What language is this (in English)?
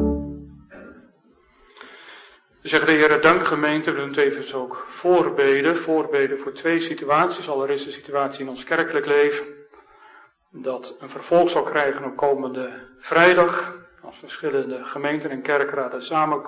Dutch